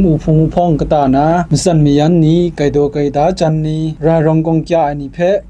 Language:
Kachin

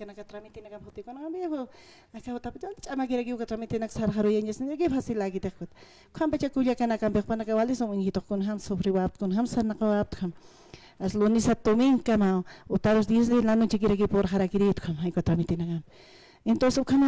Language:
Aymara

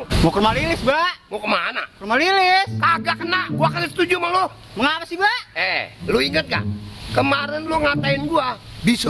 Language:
Betawi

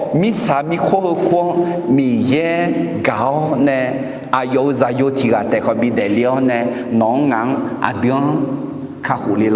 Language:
Akha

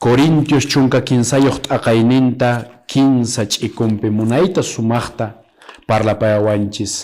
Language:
Quechua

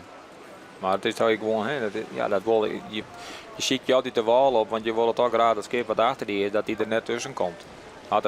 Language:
Western Frisian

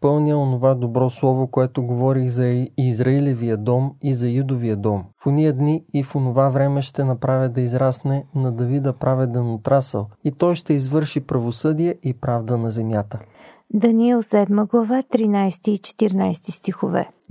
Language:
Bulgarian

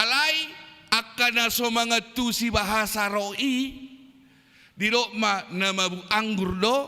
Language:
Batak Toba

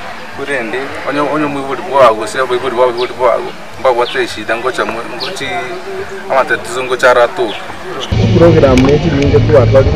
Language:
Gusii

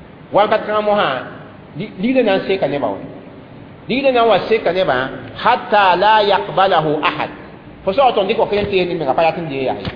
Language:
Mossi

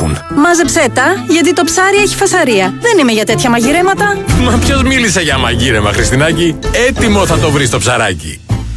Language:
Greek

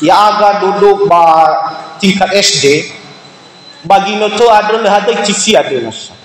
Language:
Nias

